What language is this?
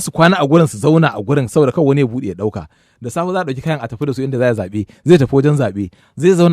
Hausa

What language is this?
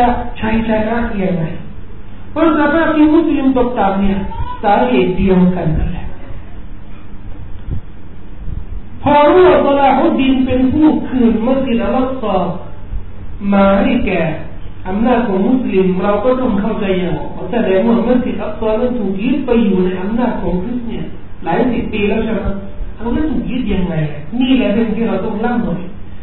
Thai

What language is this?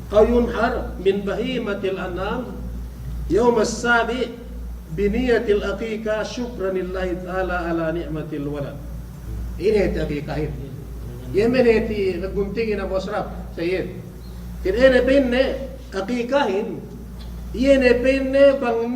Yakan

